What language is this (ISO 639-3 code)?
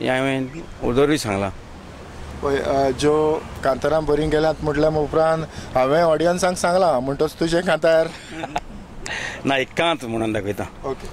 kok